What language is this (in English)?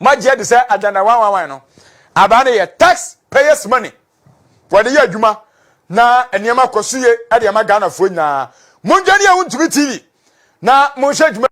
Akan